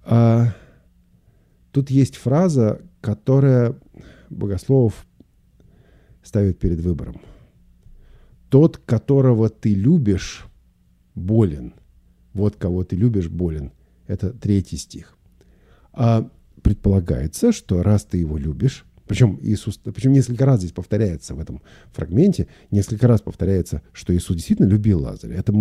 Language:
Russian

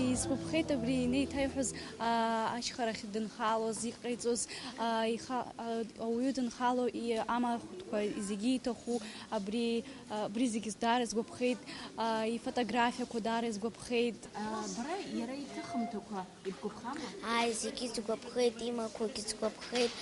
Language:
Abkhazian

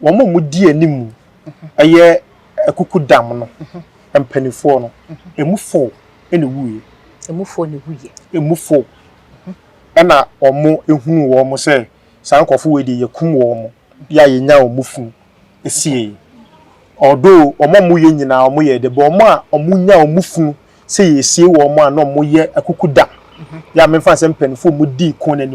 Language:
Akan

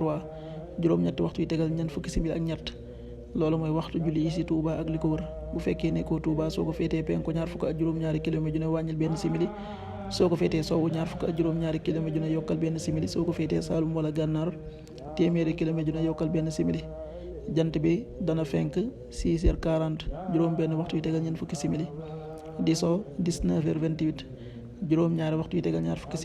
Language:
Wolof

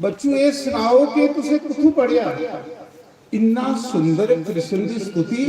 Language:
Dogri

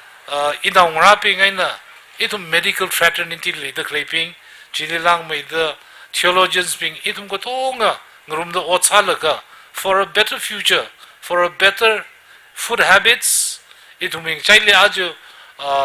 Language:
Tangkhul Naga (India)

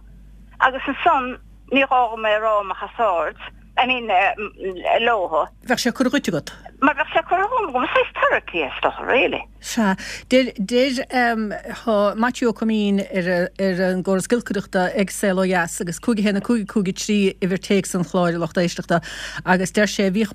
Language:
Irish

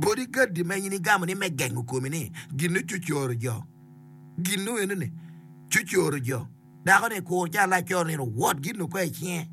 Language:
Acoli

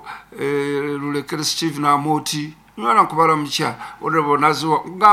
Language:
Nyankole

